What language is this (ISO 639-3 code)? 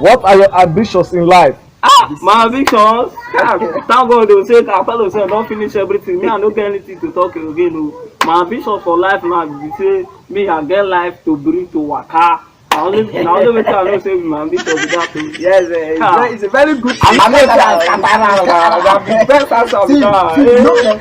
pcm